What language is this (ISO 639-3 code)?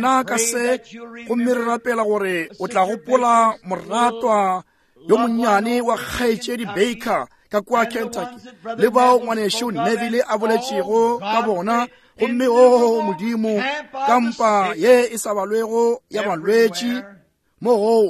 nso